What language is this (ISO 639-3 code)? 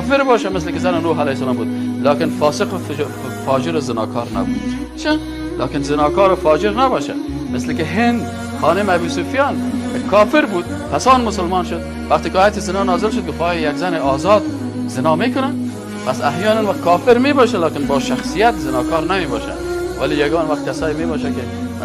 fas